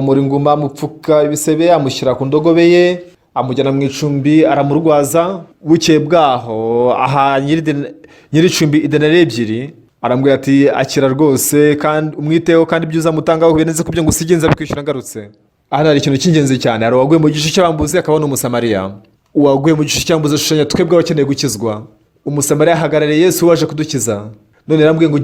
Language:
Kinyarwanda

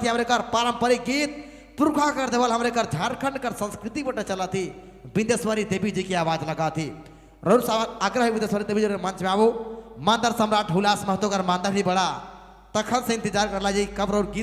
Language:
Sadri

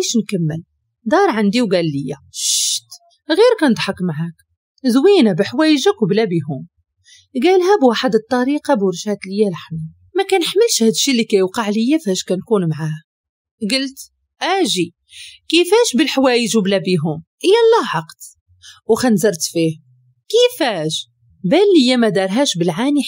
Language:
Moroccan Arabic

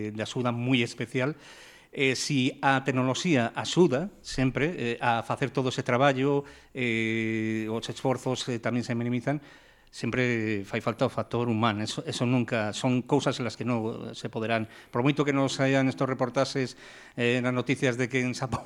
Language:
Galician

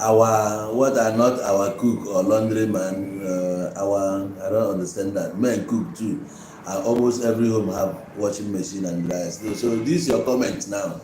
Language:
Igbo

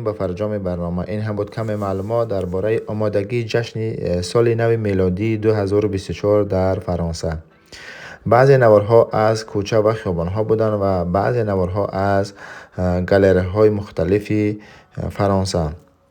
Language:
Tajik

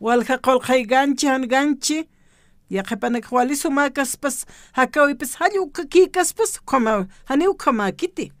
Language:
Aymara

